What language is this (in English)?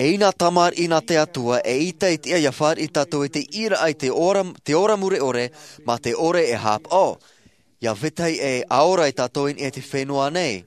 Tahitian